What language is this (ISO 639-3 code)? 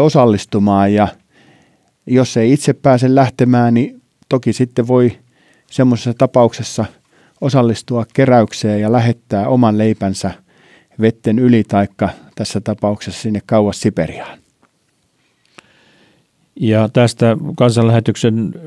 fin